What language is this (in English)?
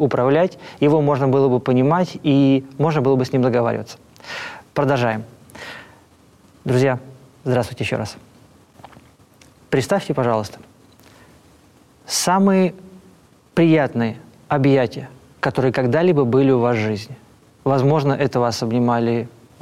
Russian